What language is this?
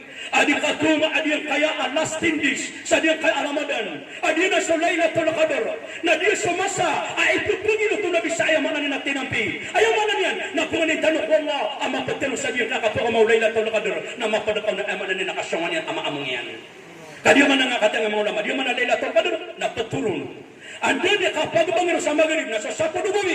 Maranao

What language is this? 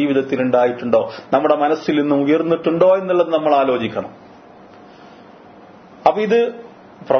Malayalam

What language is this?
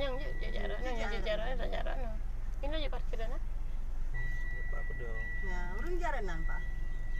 Achinese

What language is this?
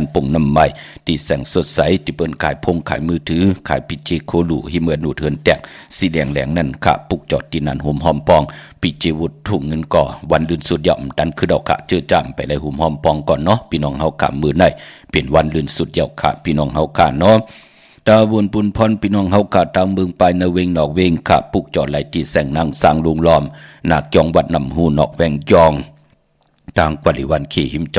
Shan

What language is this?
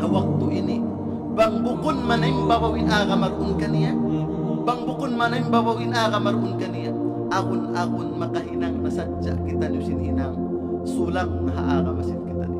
Tausug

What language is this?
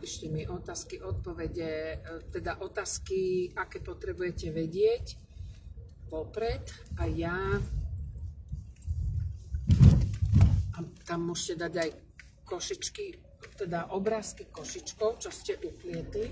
Slovak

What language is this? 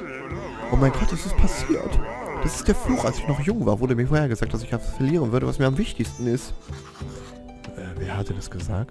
German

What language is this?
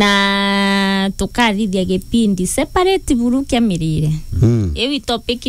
Meru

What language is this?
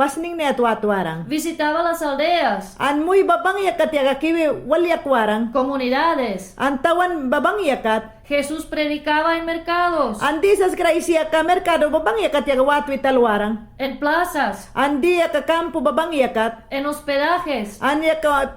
Mayangna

